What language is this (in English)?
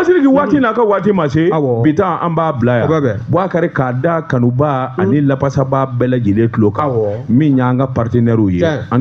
Bambara